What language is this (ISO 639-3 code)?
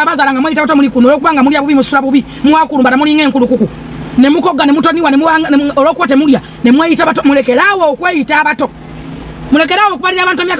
lug